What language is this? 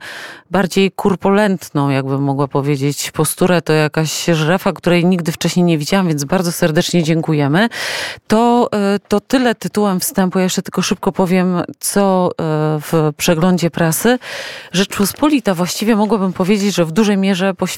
Polish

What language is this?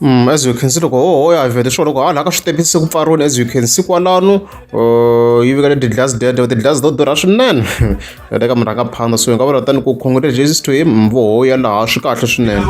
Tsonga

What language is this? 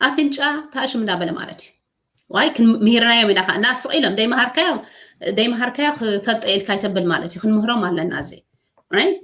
Tigrinya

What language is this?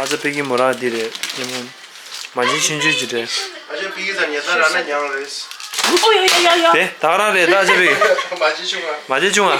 Tibetan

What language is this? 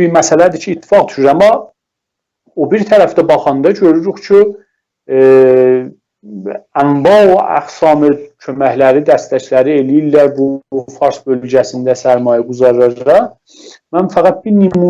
South Azerbaijani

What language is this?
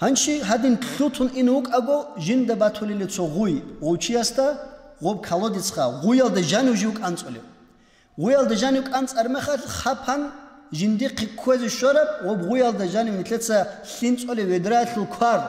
Avaric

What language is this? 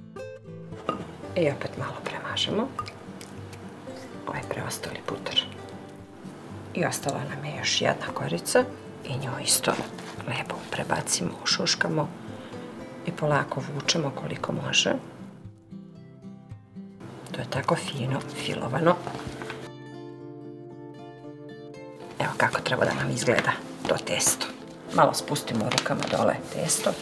Serbian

